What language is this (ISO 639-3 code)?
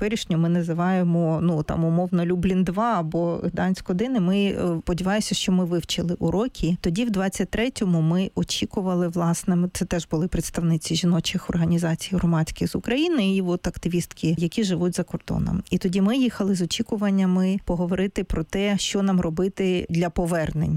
ukr